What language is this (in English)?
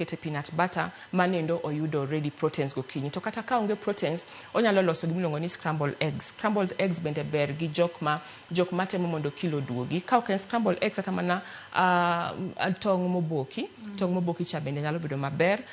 Luo (Kenya and Tanzania)